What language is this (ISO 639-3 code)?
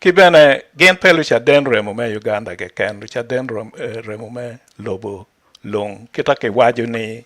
ach